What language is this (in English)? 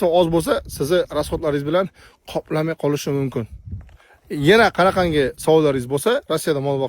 Uzbek